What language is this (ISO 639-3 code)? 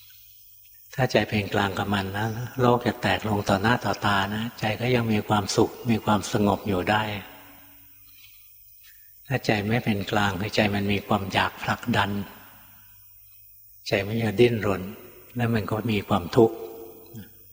tha